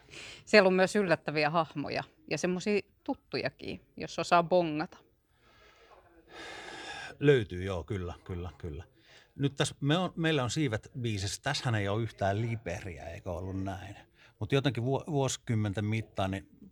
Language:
Finnish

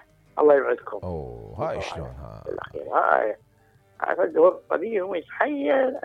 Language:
Mesopotamian Arabic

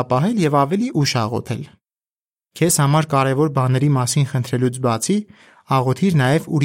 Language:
Armenian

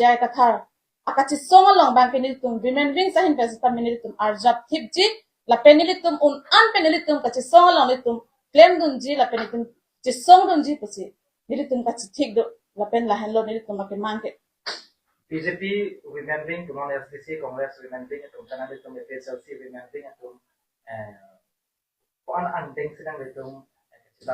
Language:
Karbi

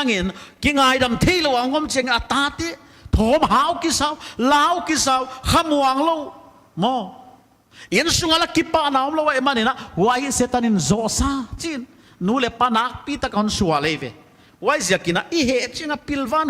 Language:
Paite Chin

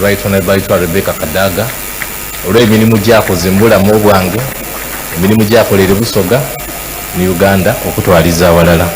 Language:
Soga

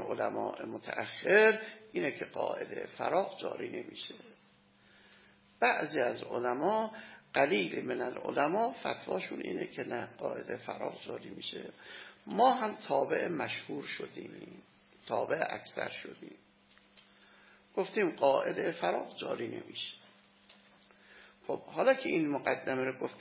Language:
Persian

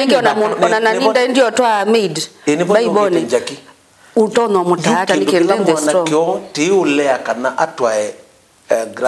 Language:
Kamba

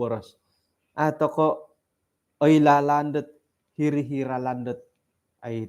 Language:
Central Dusun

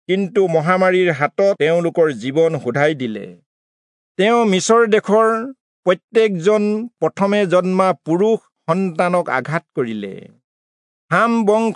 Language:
Assamese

